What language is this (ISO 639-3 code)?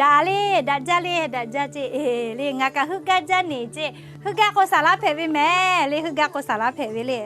lhu